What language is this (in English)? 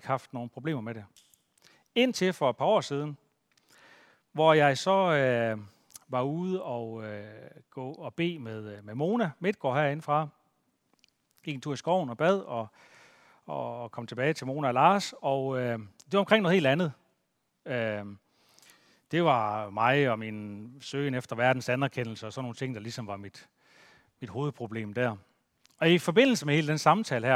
Danish